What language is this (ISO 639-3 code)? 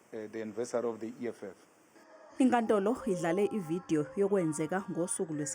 zul